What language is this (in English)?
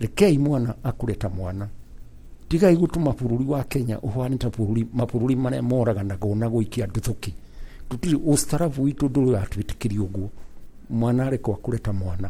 Kikuyu